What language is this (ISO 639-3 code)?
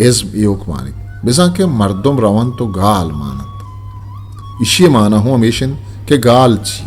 bgp